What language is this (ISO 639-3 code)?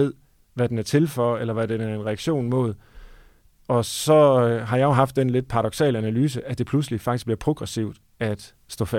dan